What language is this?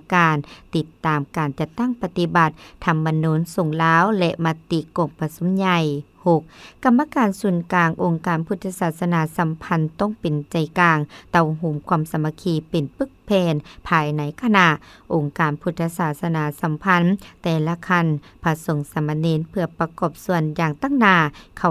Lao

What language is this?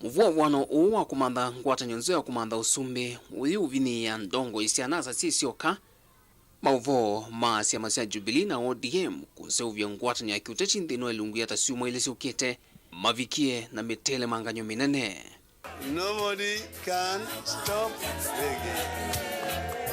Kamba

